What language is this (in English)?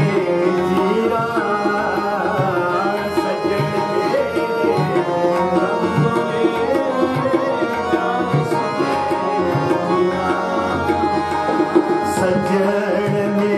Punjabi